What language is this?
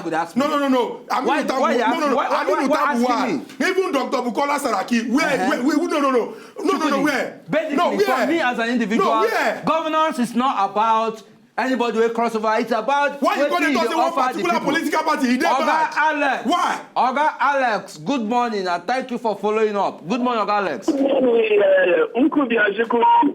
Nigerian Pidgin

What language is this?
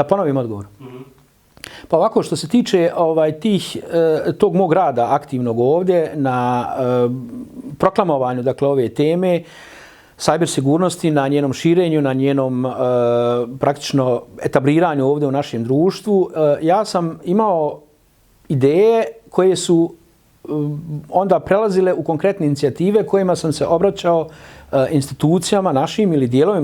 Bosnian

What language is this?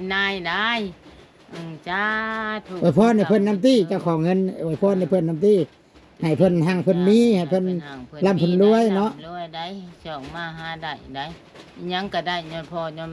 Northeastern Thai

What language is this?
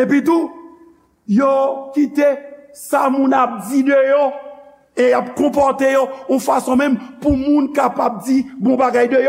Haitian Creole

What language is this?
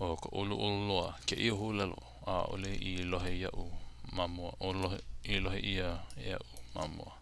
Hawaiian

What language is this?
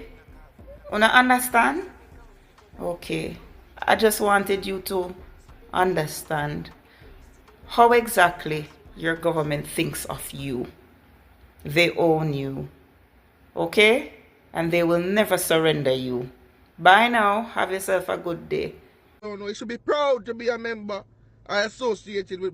Jamaican Creole English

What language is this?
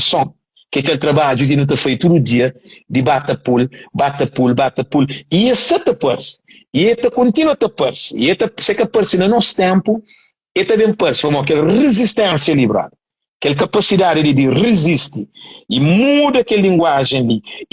Kabuverdianu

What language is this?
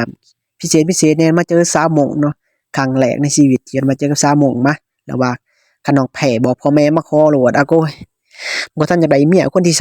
Lao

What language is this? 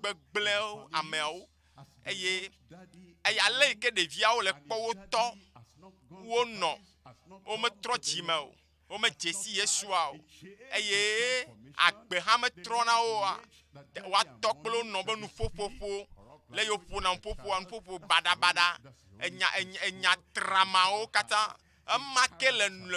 Ewe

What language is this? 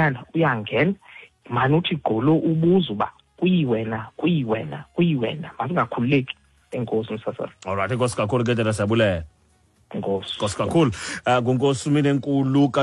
Xhosa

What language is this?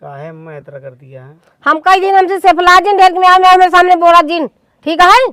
Awadhi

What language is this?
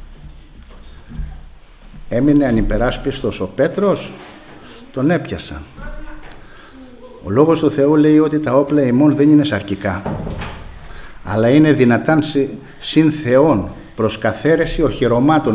Greek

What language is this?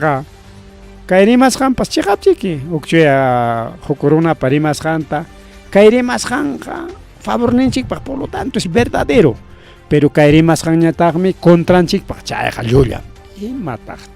Ayacucho Quechua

